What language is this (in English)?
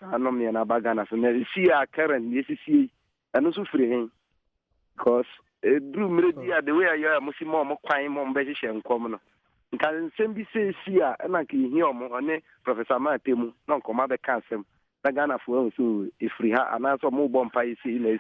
Akan